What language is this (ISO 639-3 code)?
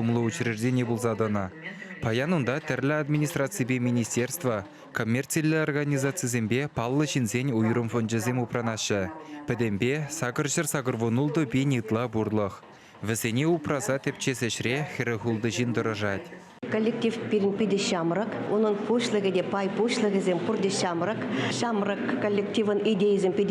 chv